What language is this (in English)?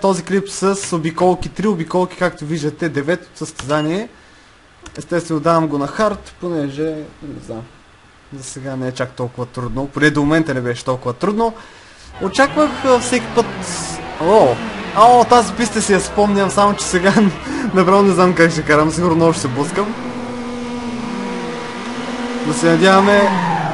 Bulgarian